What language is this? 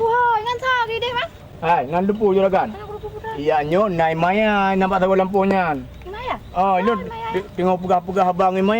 Achinese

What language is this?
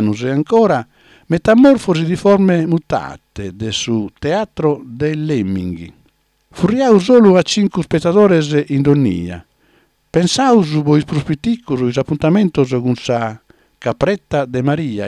Sardinian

